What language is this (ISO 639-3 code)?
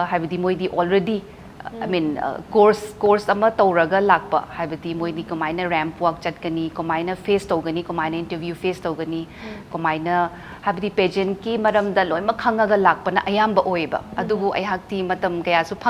mni